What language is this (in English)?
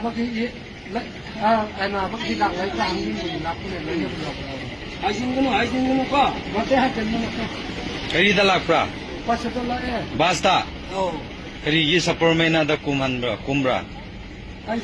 Manipuri